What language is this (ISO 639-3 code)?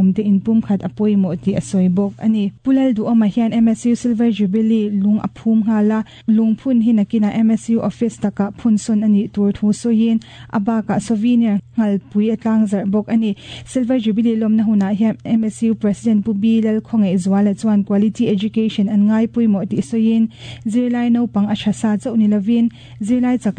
lus